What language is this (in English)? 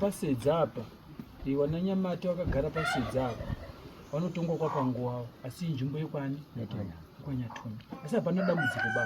Shona